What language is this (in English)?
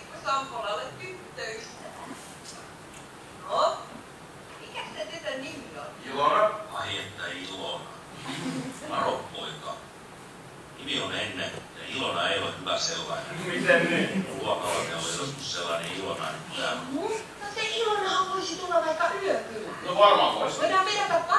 Finnish